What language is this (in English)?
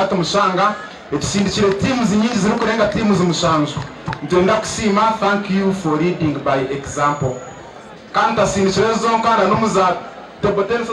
Nyankole